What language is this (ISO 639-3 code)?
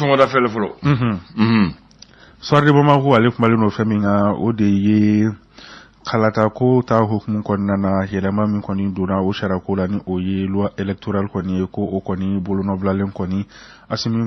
bam